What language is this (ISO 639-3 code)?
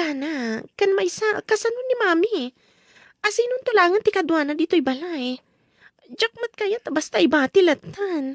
ilo